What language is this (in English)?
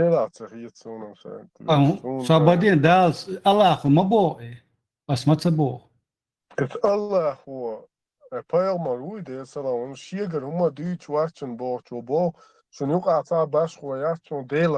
Chechen